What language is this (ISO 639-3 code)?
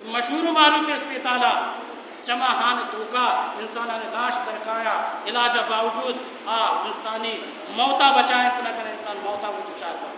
bal